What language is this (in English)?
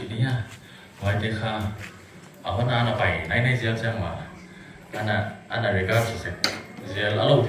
Paite Chin